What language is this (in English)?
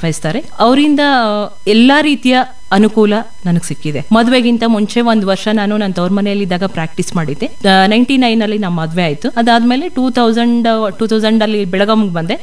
Kannada